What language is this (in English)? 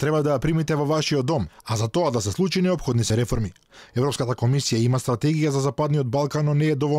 Macedonian